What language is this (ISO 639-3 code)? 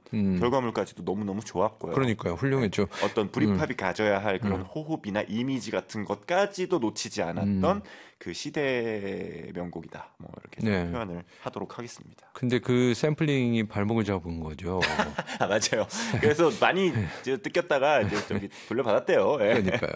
kor